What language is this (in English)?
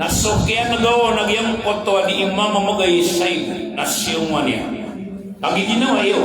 Maranao